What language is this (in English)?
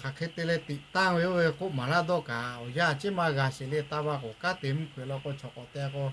Lahu